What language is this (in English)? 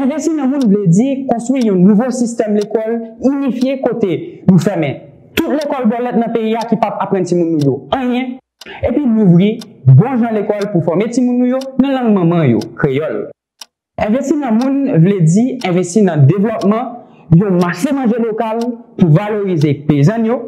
Haitian Creole